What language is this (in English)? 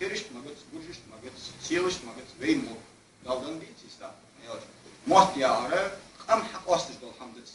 Ingush